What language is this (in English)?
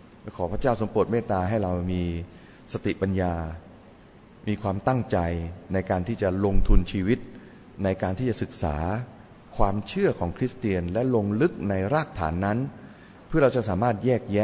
Thai